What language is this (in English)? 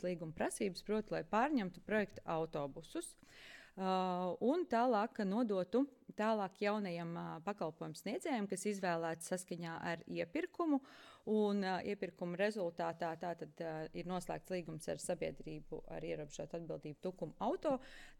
Latvian